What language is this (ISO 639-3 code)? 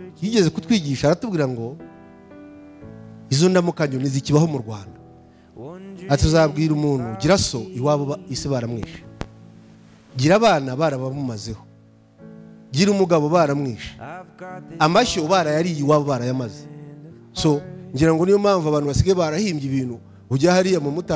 kin